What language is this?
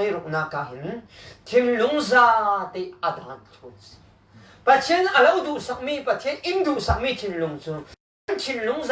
Falam Chin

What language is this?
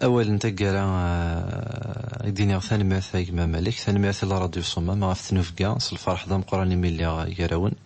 Kabyle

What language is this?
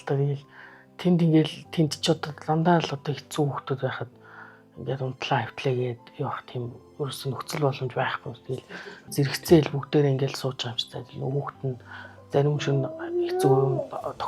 Mongolian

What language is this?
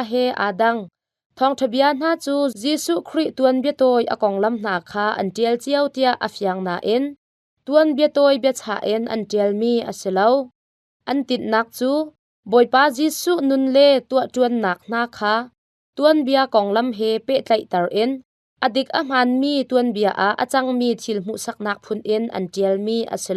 Hakha Chin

